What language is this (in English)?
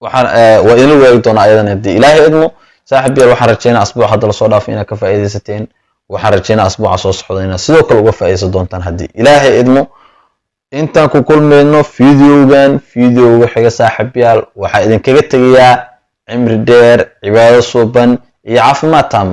Somali